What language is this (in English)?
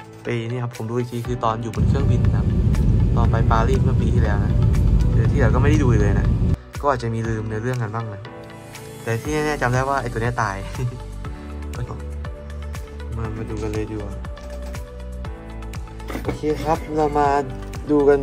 Thai